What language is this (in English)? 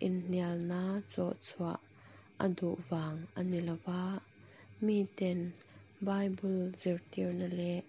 Mizo